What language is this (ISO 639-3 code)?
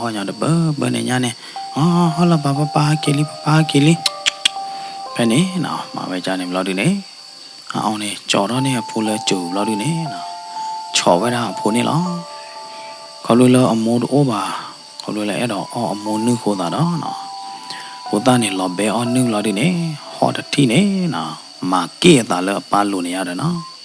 ksw